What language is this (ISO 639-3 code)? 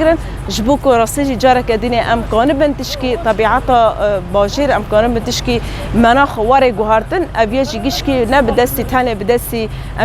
kur